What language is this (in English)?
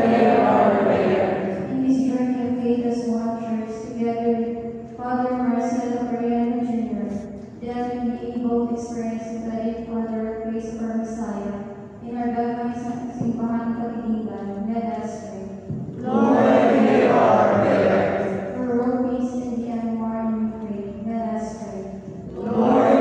English